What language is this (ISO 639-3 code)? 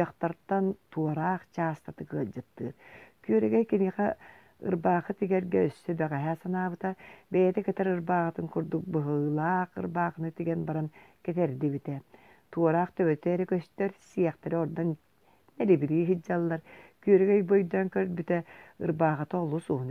sah